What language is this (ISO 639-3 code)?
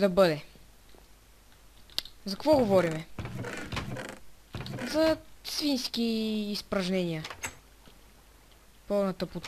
bul